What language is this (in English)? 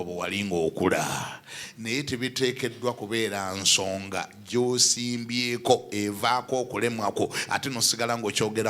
Ganda